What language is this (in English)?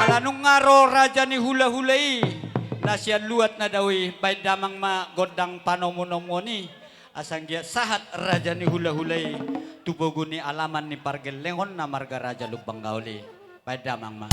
Batak Toba